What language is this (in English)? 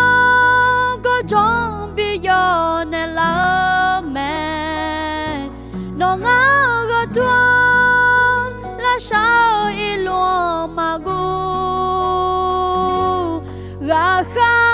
Akha